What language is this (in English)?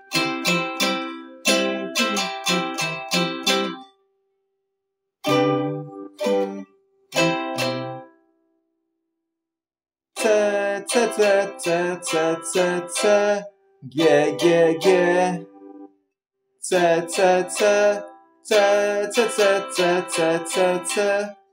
Polish